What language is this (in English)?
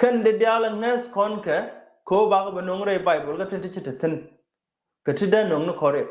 Nuer